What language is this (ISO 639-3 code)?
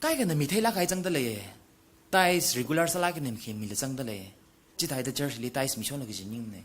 nmf